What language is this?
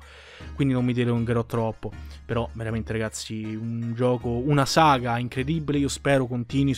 Italian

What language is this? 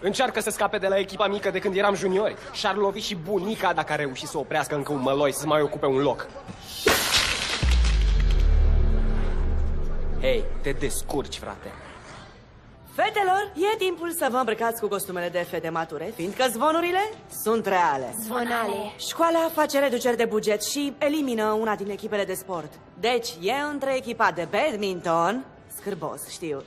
Romanian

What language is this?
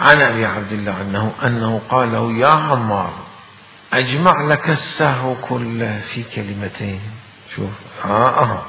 Mesopotamian Arabic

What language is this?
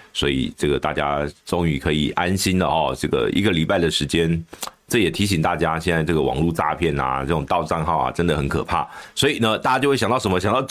Chinese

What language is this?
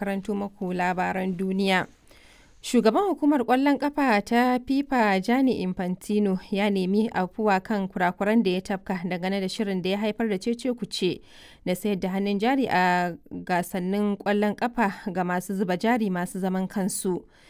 Hausa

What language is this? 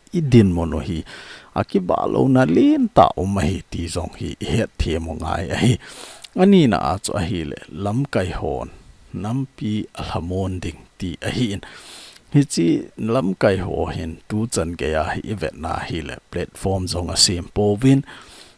Thado Chin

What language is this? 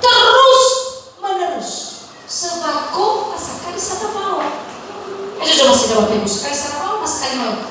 Nias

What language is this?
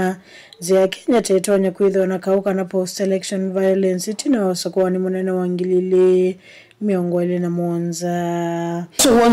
Kamba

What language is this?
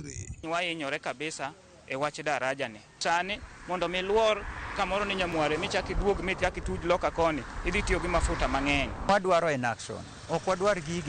Luo (Kenya and Tanzania)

